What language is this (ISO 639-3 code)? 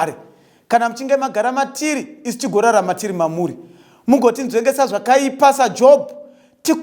sna